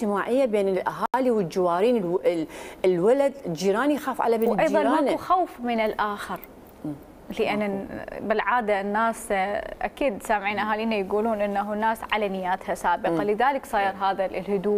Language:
Mesopotamian Arabic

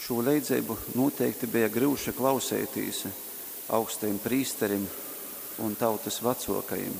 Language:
Latgalian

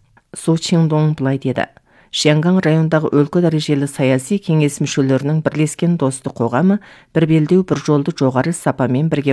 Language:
Kazakh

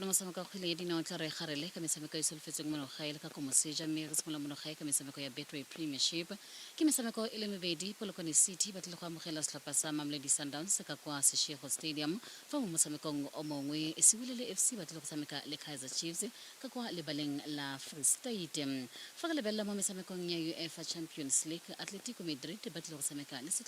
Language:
Tswana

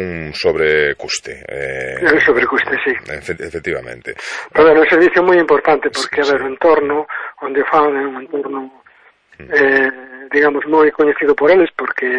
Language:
Galician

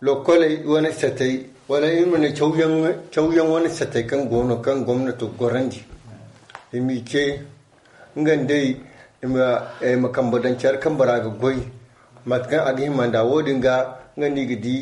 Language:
Zarma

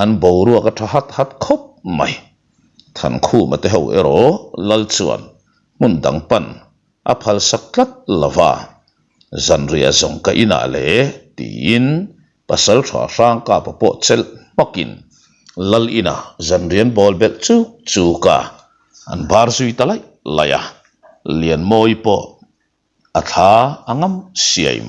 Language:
Mizo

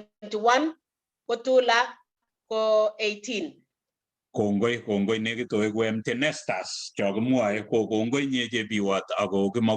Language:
Kalenjin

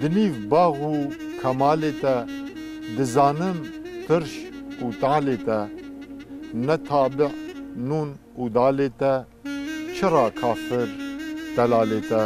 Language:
Kurdish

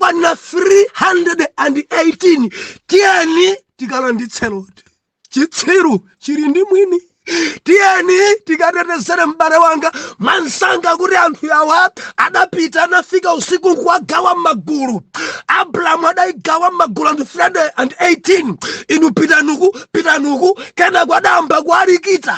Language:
Nyanja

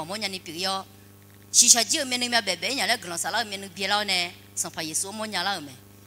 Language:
Akha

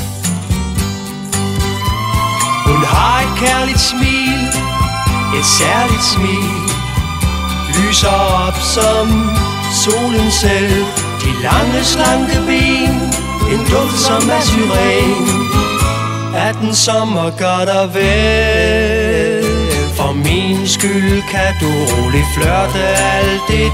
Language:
Danish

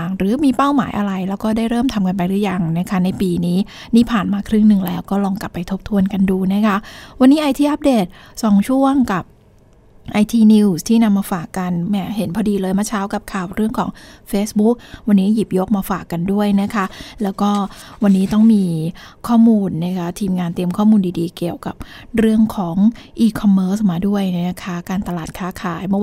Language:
Thai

